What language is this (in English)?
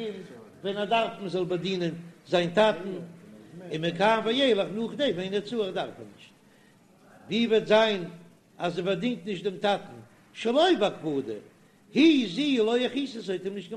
Yiddish